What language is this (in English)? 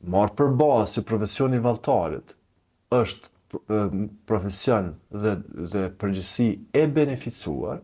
Albanian